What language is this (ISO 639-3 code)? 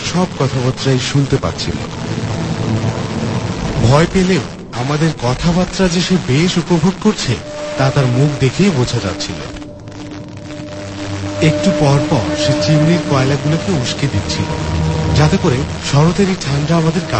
ben